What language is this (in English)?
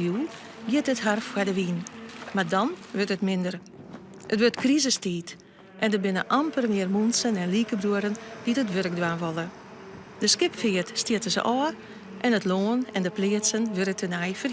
Western Frisian